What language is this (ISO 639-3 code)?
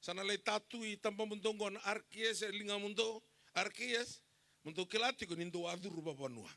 fij